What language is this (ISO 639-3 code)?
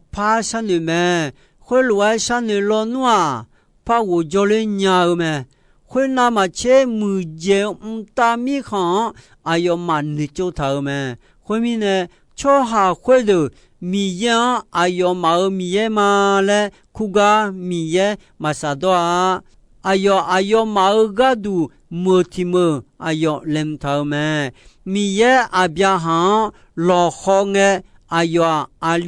ahk